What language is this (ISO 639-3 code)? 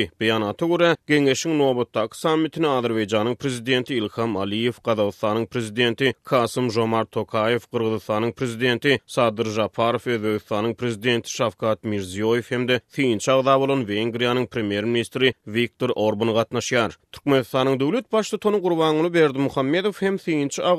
tuk